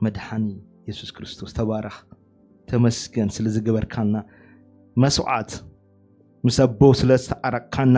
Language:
Tigrinya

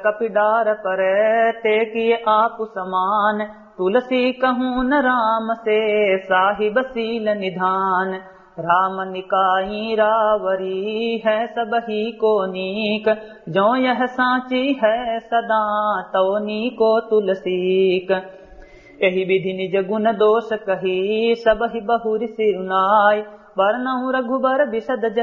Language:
Awadhi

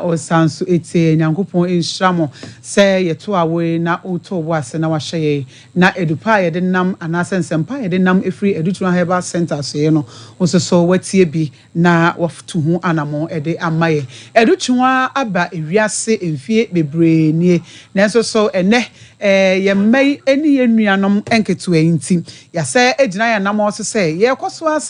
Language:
Akan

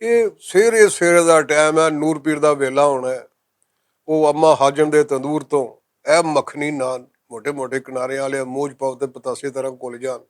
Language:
Western Panjabi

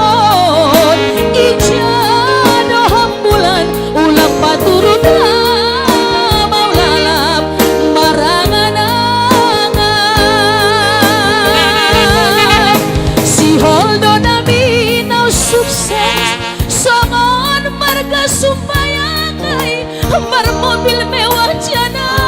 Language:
Batak Simalungun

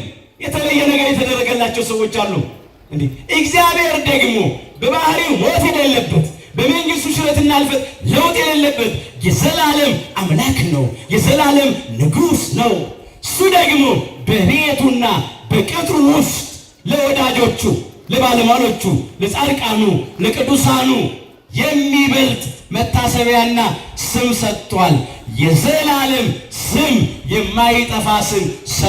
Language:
Amharic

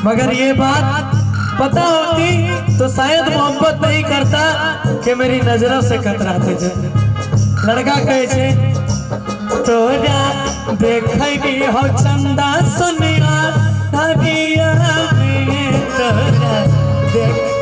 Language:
Maithili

